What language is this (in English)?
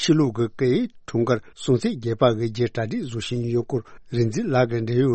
Tibetan